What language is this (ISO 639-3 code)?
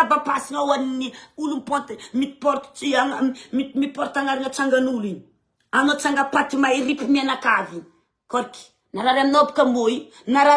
mlg